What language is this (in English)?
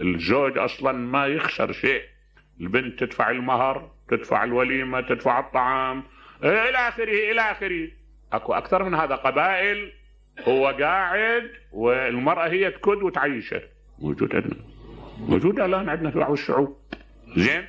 Mesopotamian Arabic